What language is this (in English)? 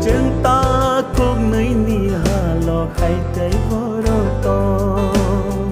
Kok Borok